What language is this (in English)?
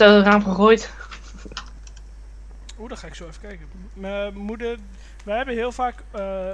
Dutch